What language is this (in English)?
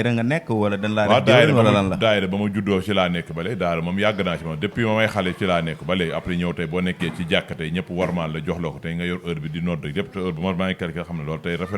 Wolof